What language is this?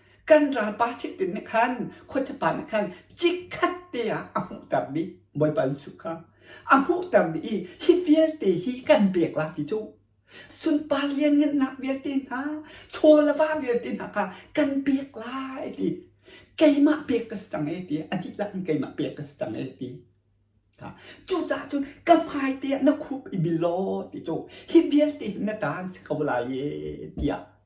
Hakha Chin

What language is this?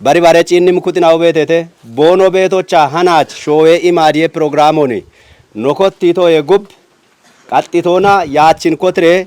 Kafa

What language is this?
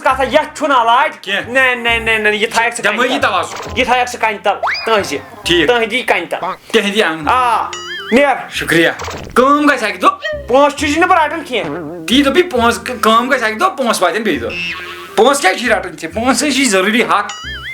Kashmiri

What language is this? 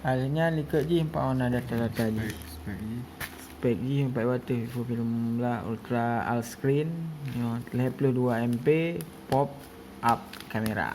Achinese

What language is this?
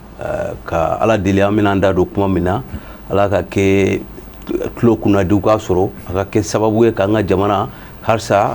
Bambara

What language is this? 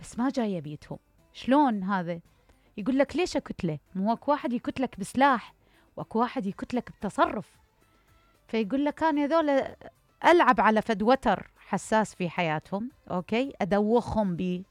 Mesopotamian Arabic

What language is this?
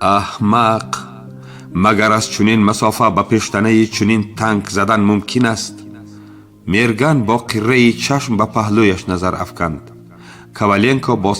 Tajik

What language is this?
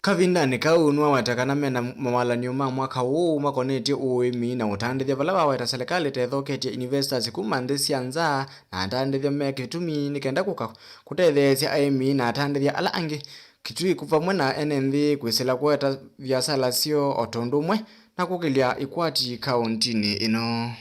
Kamba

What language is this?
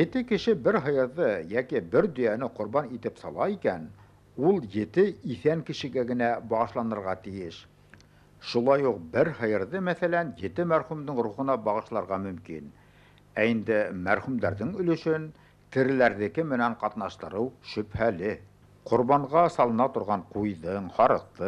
Bashkir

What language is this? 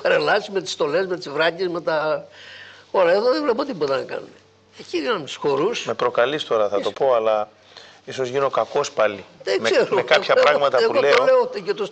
Greek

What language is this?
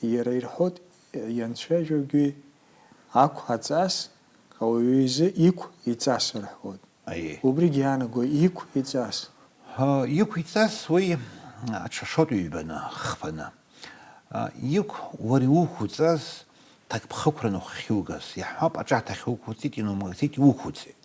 Abkhazian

